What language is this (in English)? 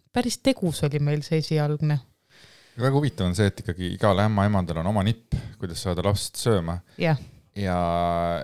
Estonian